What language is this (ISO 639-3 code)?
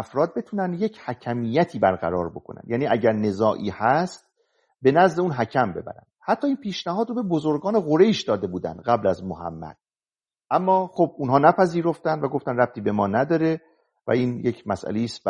fas